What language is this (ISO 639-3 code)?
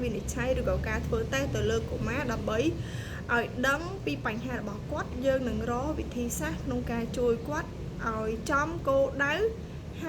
khm